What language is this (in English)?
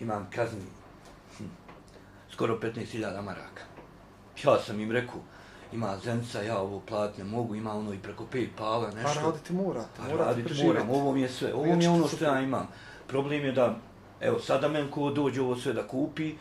Bosnian